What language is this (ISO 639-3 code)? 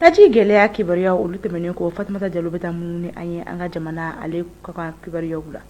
bam